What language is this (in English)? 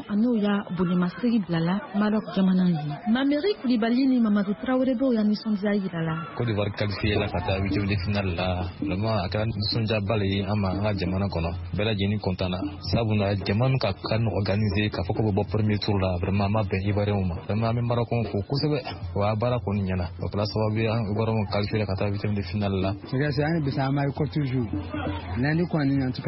Bambara